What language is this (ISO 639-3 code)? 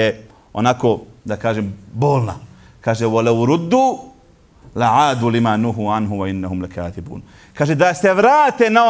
bos